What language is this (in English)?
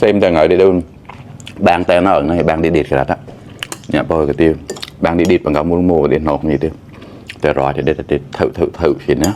Mon